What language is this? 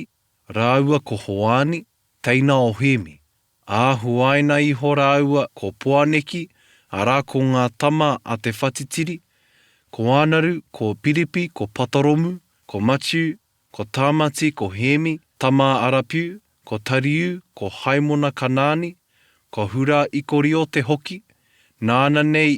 Māori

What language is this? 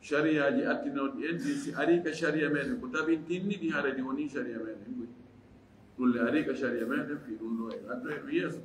Fula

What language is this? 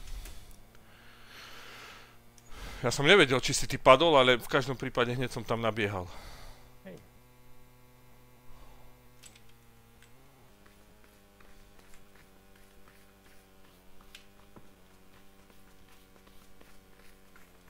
Slovak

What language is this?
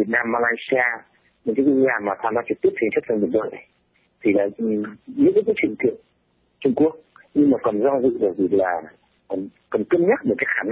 Vietnamese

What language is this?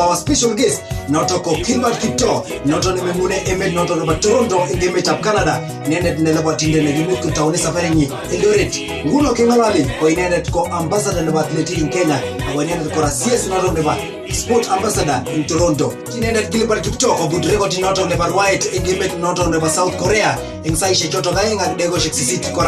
Kalenjin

